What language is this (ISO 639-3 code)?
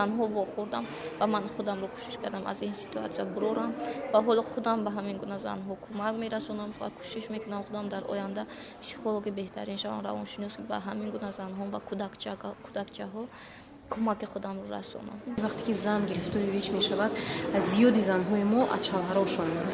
tgk